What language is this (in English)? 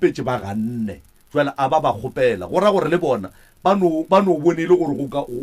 Northern Sotho